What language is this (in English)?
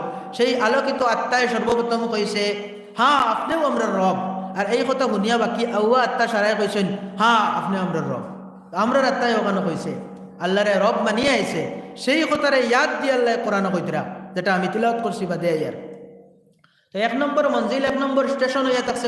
Sylheti